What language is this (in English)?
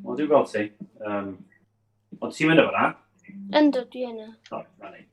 Welsh